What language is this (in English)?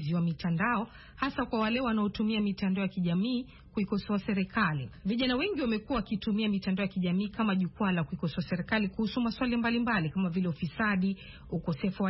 Swahili